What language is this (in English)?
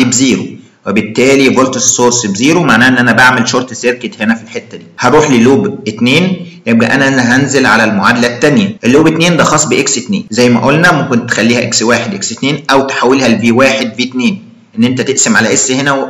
Egyptian Arabic